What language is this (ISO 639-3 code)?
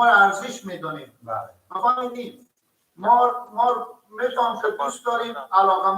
fas